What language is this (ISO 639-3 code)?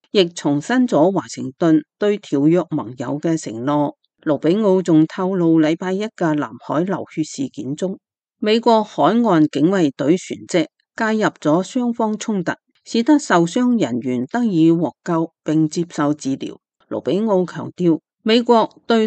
yue